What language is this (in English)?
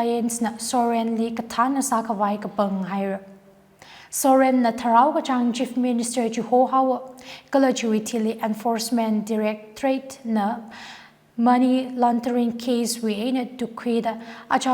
Tangkhul Naga (India)